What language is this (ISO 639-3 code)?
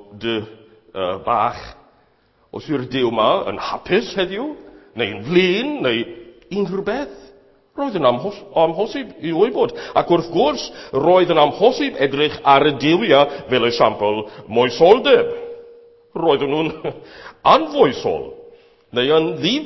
cym